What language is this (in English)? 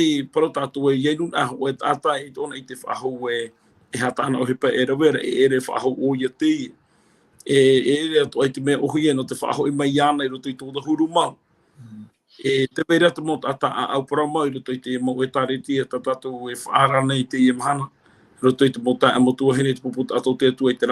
Tahitian